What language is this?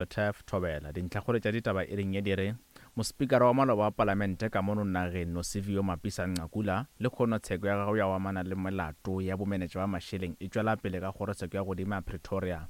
Northern Sotho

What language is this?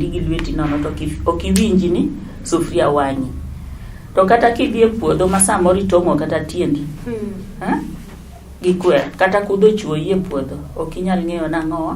Luo (Kenya and Tanzania)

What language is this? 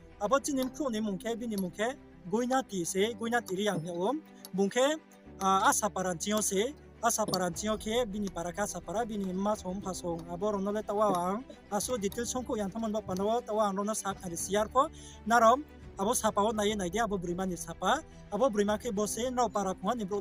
Riang (India)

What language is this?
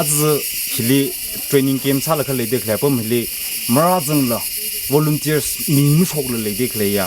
Tangkhul Naga (India)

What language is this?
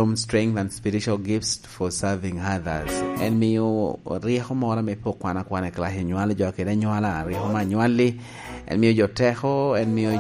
Lango (Uganda)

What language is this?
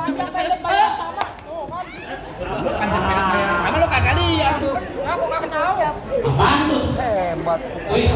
Betawi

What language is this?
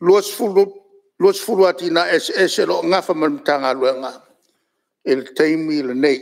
Samoan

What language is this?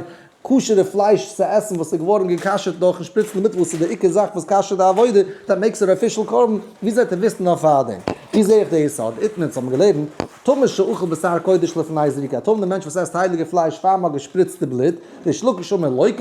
Yiddish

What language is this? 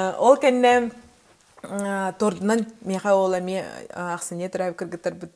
Yakut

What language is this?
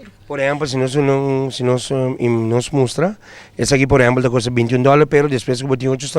Papiamento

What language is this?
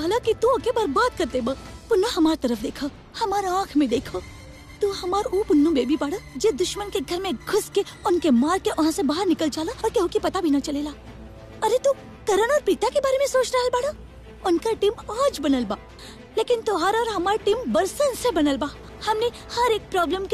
Bhojpuri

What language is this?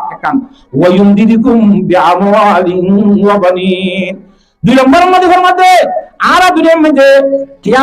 Rohingya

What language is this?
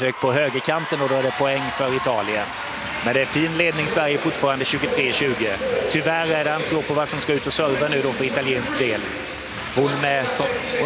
Swedish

